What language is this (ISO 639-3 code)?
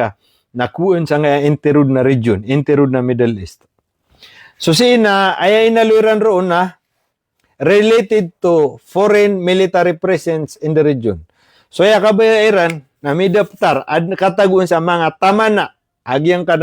mrw